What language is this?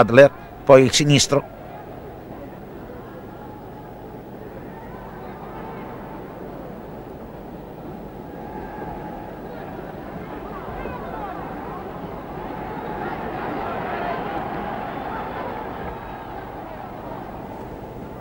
Italian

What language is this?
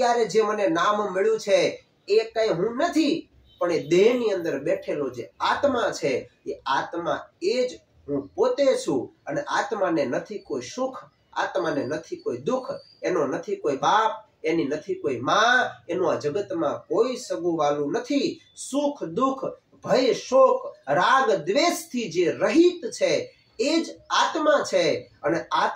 Gujarati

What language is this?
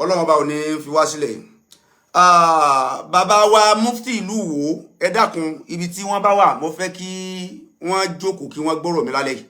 Yoruba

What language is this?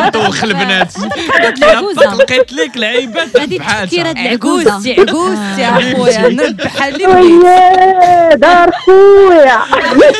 Moroccan Arabic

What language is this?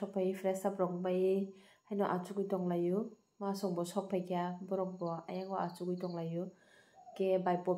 Kok Borok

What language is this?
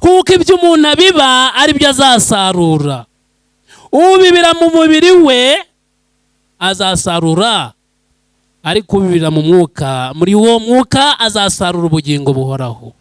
Kinyarwanda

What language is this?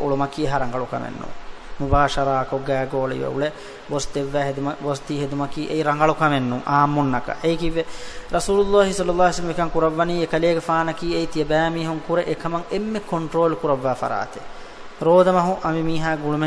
Divehi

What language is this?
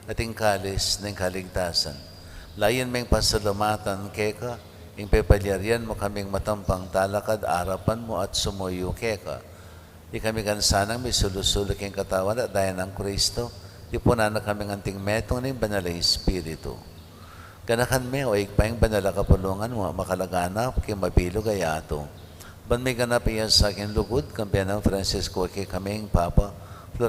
Pampanga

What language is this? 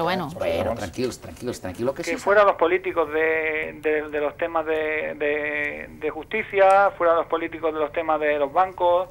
Catalan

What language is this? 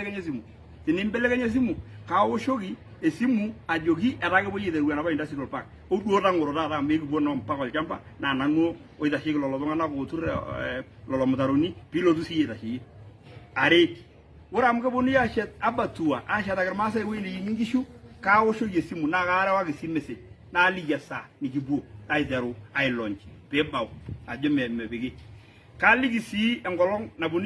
Masai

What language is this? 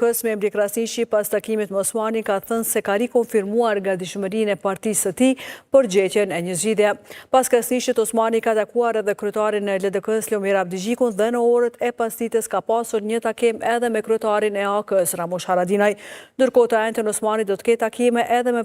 Albanian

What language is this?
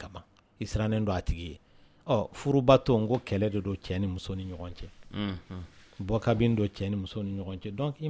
Dyula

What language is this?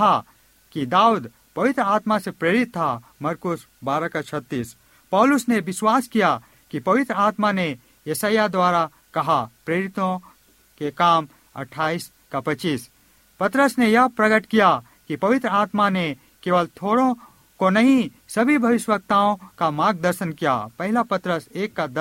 Hindi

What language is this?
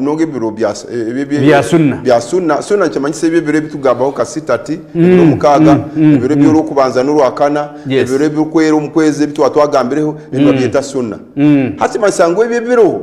Nyankole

